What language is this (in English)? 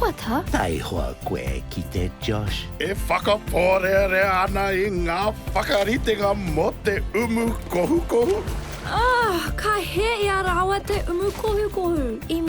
Māori